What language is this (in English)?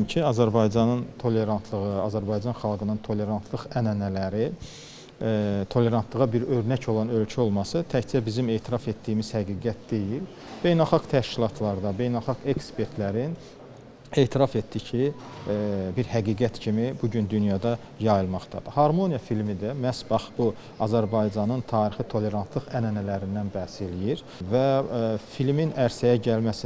Azerbaijani